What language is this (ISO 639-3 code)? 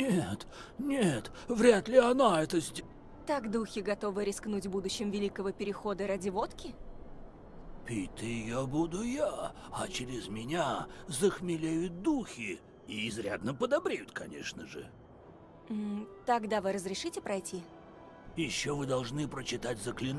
rus